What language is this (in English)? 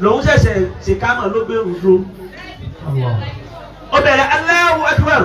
Yoruba